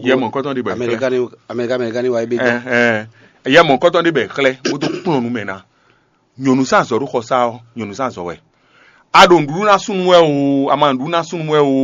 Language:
Fon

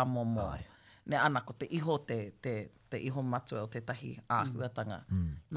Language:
Māori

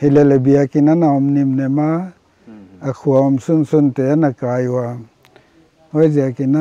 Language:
Paite Chin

